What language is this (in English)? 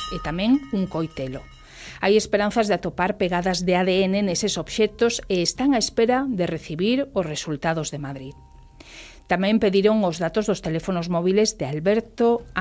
Galician